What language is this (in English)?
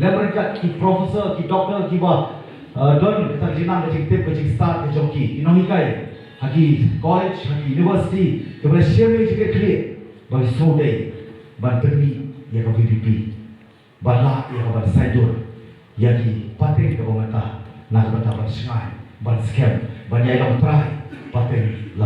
Khasi